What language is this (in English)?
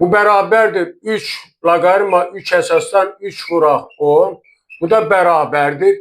Azerbaijani